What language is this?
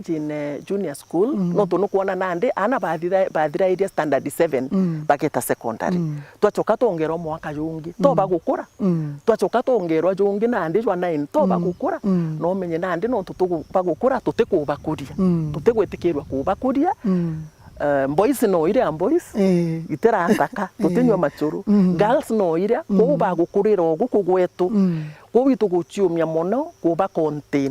Meru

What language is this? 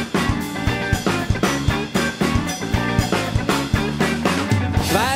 Slovak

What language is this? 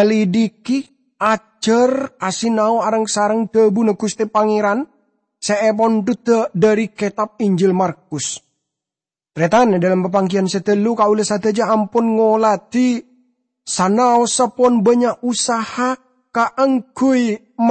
Madurese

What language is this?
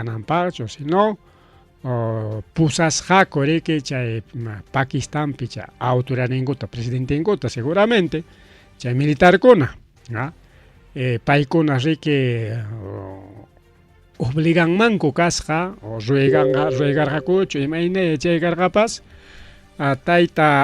Ayacucho Quechua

